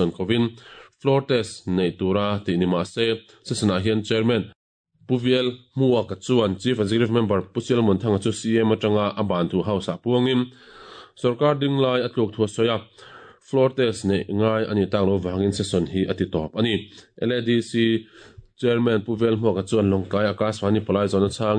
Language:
Mizo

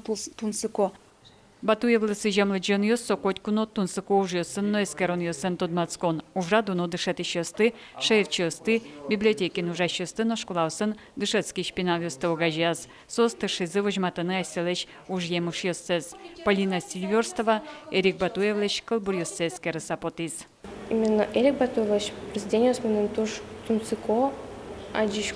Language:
Udmurt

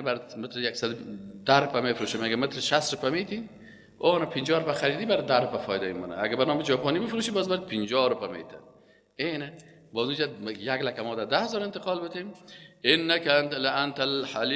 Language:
Persian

